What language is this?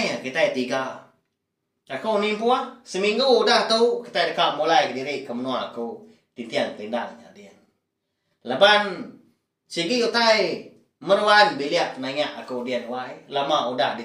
Iban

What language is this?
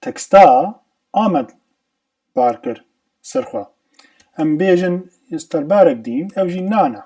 Kurdish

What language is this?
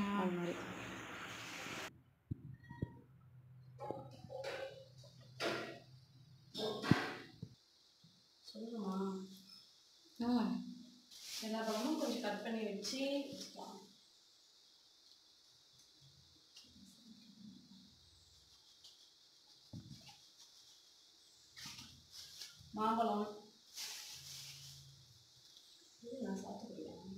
Tamil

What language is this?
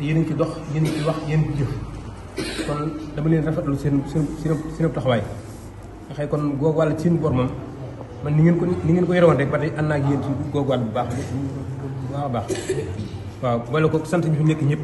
Wolof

